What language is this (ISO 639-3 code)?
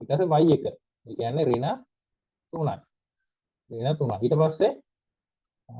sin